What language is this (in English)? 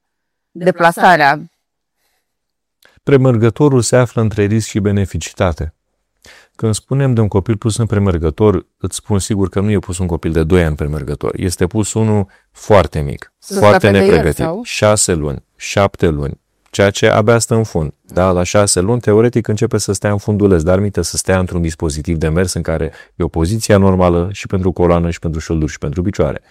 Romanian